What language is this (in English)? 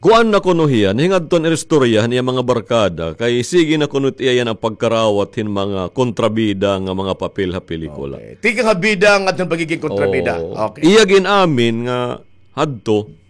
Waray